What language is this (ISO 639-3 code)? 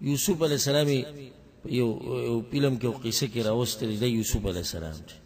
pus